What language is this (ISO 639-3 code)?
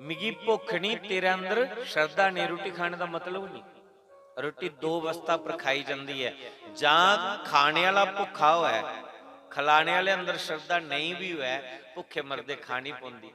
doi